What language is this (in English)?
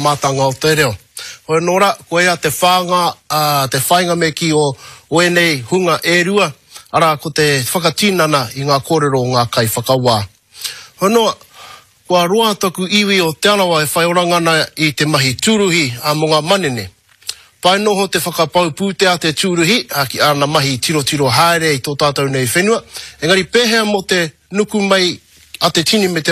Māori